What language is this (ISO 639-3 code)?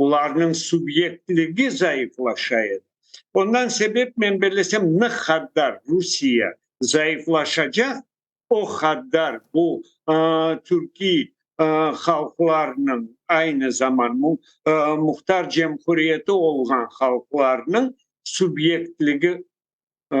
crh